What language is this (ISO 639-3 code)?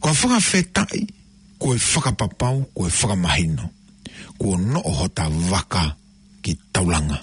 ton